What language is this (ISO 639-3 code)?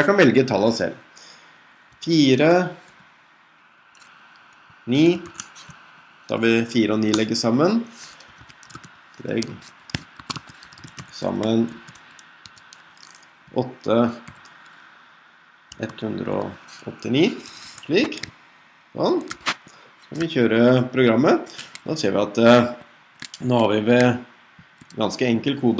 nor